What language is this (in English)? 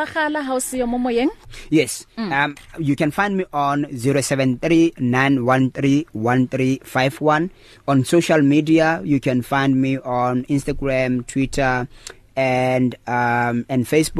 English